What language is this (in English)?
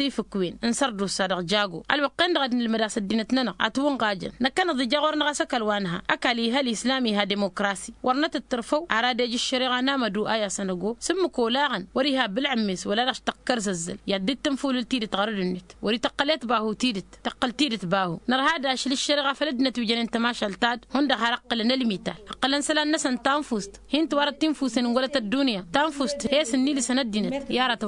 Tamasheq